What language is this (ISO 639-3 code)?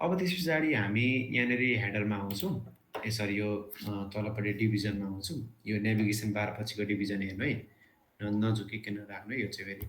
nep